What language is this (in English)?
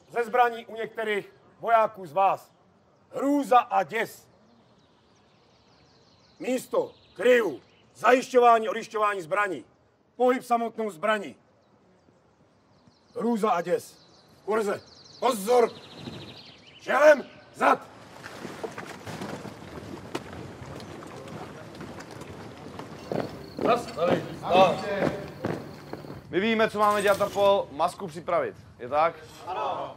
Czech